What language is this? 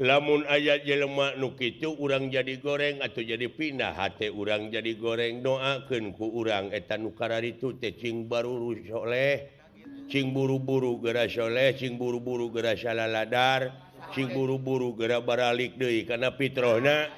Sundanese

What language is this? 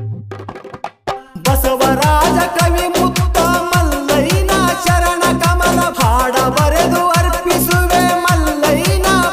Kannada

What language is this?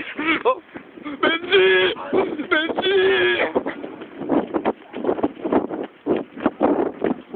French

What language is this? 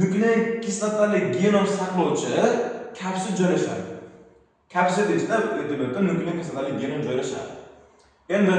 Uzbek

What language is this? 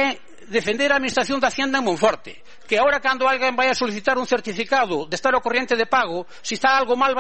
Galician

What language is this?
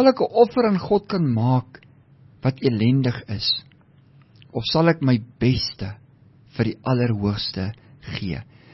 Afrikaans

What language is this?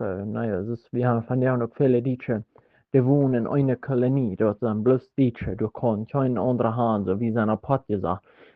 Plautdietsch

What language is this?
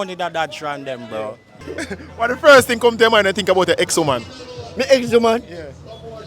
Jamaican Creole English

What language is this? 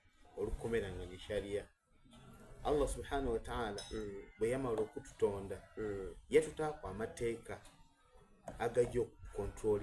Soga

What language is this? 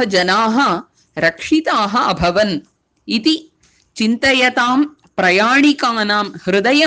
Sanskrit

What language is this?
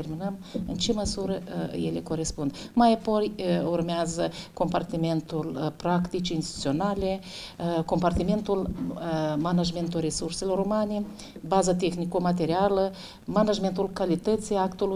Romanian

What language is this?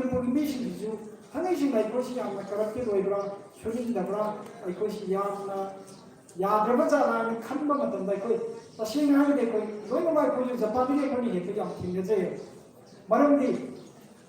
Manipuri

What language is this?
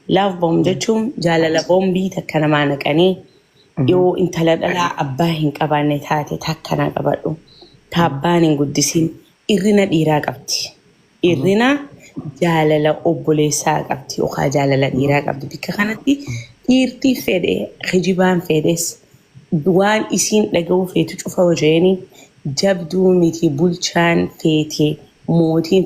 Oromo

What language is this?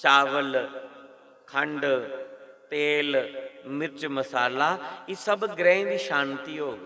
Dogri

